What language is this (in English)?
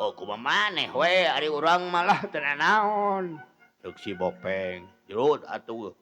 Sundanese